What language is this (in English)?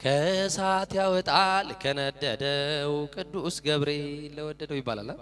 Amharic